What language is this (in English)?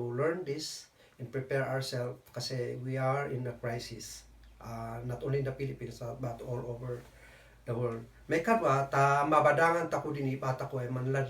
Kankanaey